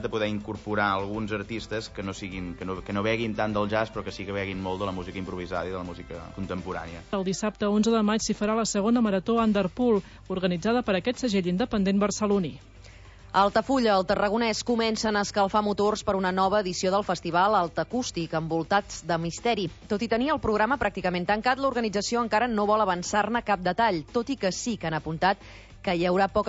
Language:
Catalan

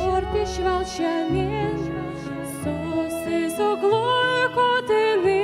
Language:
Udmurt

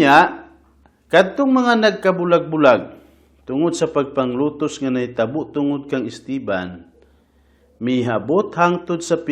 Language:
Cebuano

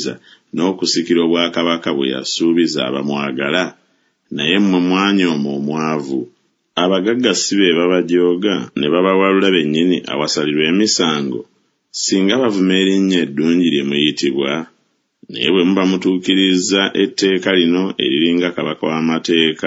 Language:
Ganda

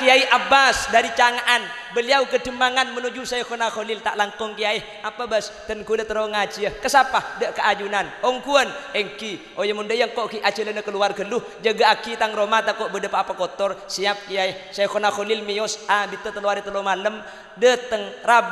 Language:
Madurese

